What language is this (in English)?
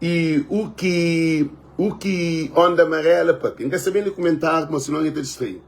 Kabuverdianu